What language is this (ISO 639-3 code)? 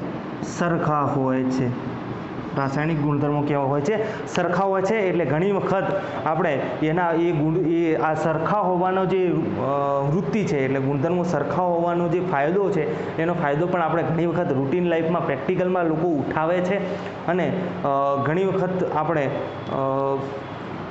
guj